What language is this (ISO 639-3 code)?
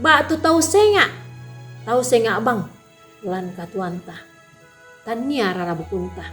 sda